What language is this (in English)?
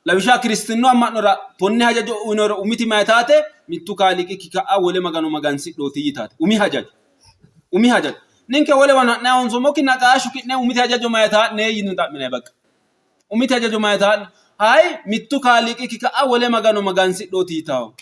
Sidamo